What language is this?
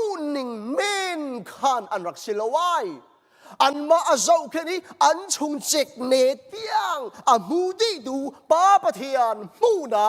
Hakha Chin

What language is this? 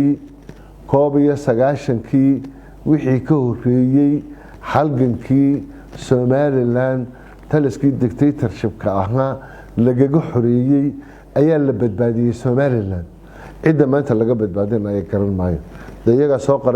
Somali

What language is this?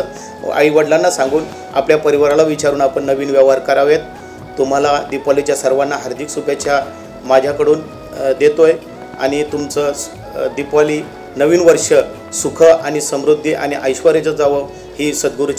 Marathi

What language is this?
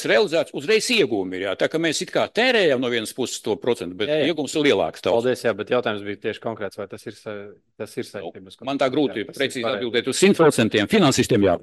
Latvian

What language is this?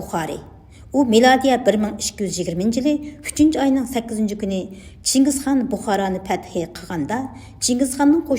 Uyghur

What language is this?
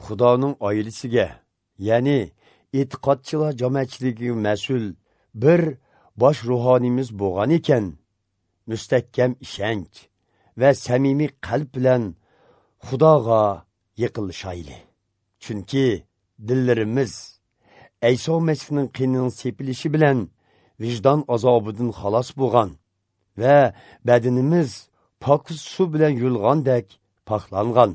Uyghur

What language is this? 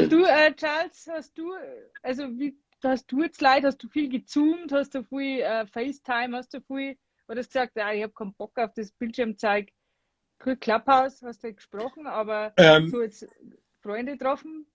Bavarian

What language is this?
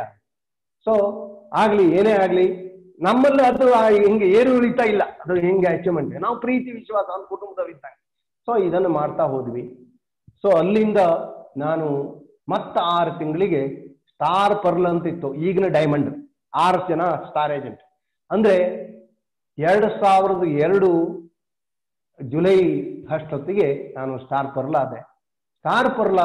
Kannada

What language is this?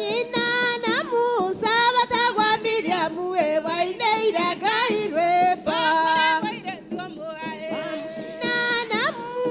Kikuyu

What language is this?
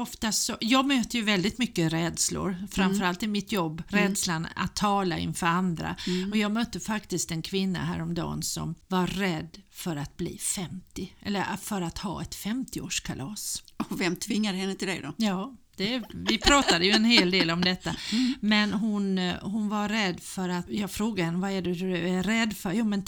Swedish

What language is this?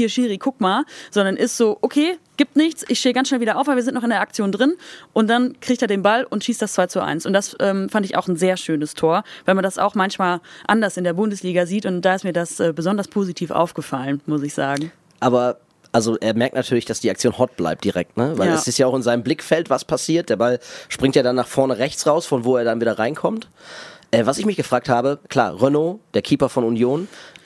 German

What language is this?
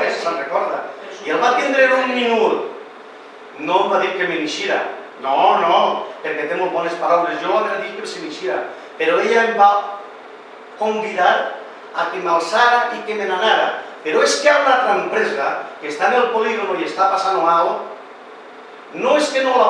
Catalan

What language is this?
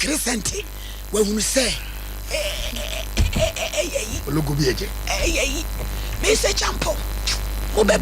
Akan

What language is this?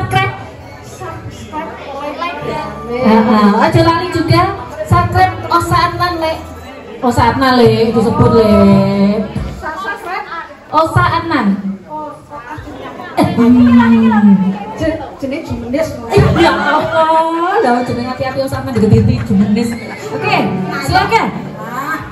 Javanese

